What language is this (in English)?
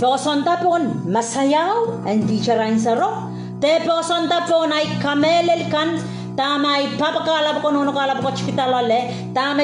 Pohnpeian